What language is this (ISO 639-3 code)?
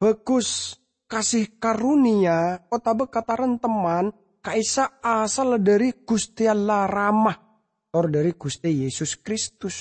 mad